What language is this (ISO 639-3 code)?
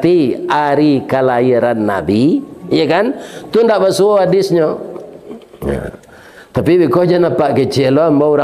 min